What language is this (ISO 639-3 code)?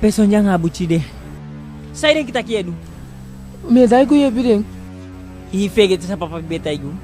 djk